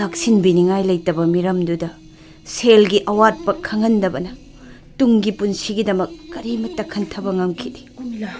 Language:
Manipuri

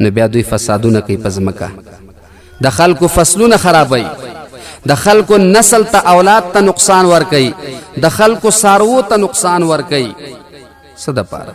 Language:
Pashto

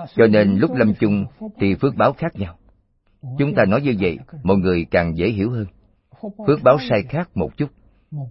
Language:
Vietnamese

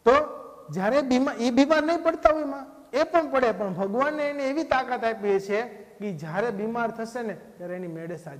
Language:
Gujarati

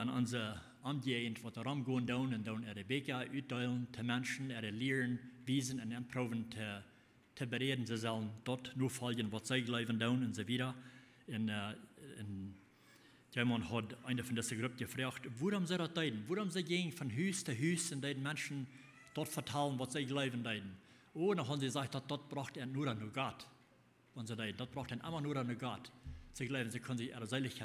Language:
Plautdietsch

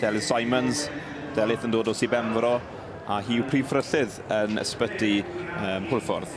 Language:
Welsh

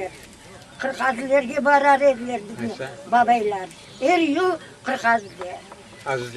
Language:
Crimean Tatar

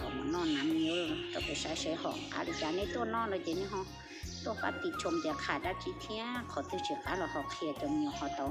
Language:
Hmong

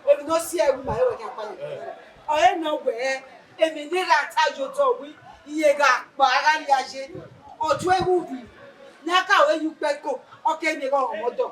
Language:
Bini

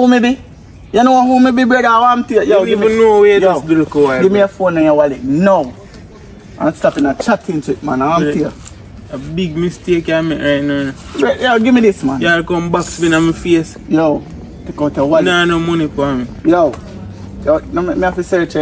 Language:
Jamaican Creole English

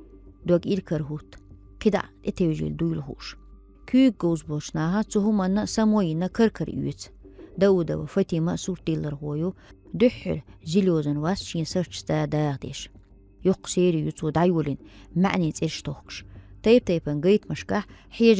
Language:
Chechen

